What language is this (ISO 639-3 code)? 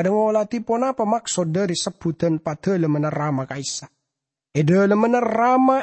mad